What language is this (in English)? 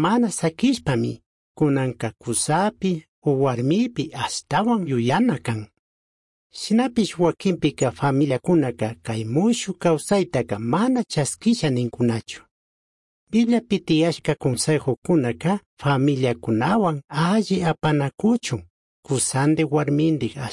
Chimborazo Highland Quichua